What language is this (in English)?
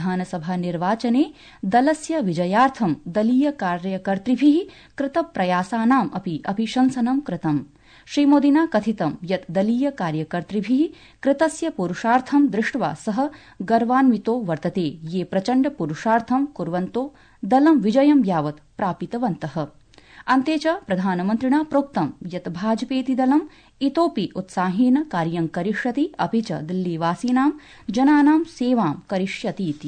Sanskrit